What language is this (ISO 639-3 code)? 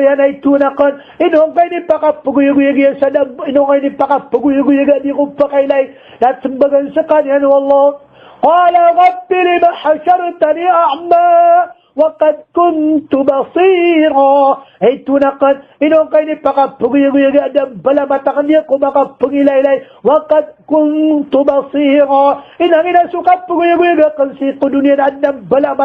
mrw